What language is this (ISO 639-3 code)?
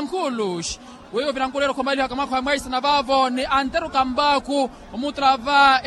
vmw